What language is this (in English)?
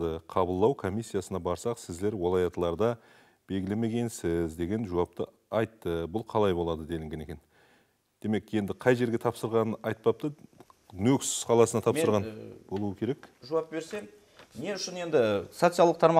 Kara-Kalpak